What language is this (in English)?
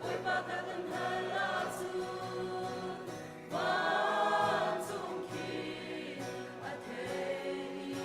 Hakha Chin